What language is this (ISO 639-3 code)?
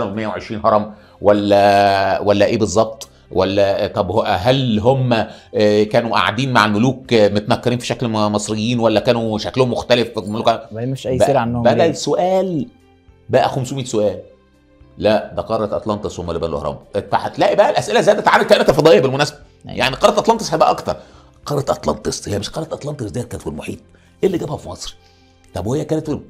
arz